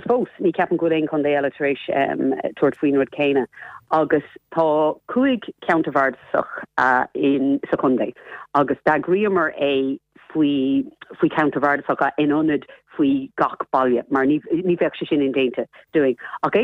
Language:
Irish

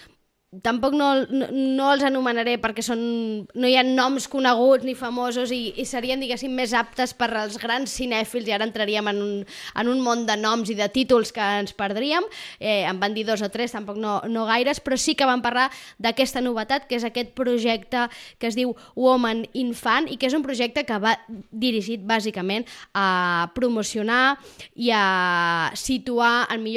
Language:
Catalan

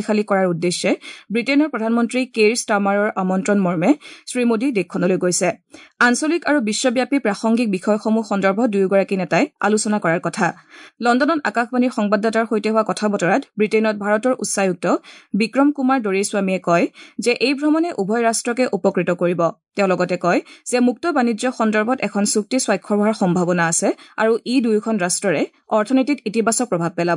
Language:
Assamese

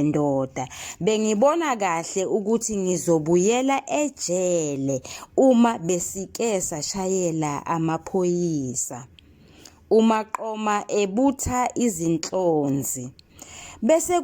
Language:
Zulu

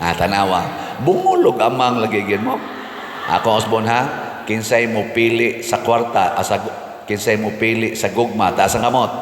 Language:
Cebuano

